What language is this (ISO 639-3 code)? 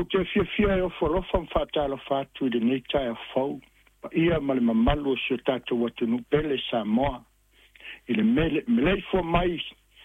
smo